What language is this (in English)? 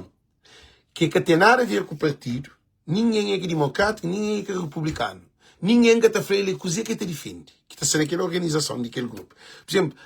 Kabuverdianu